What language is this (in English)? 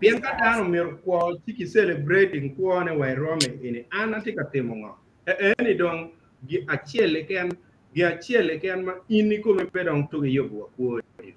Acoli